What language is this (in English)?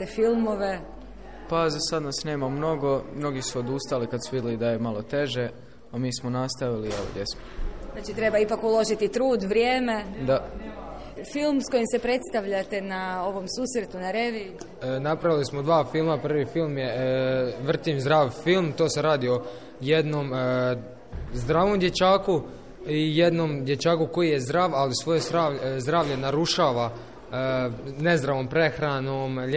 Croatian